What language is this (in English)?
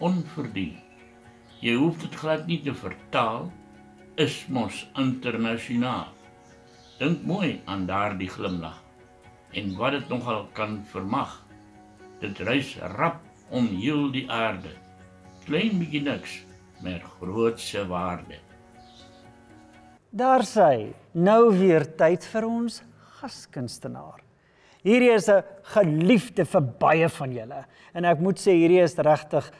Afrikaans